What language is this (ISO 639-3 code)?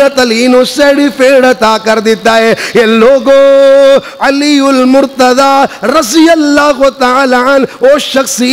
urd